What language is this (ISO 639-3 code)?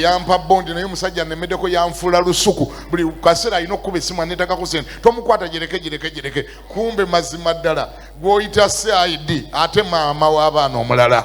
lug